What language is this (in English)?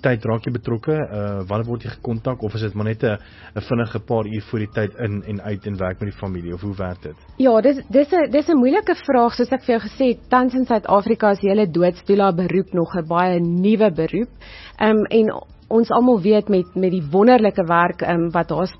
Afrikaans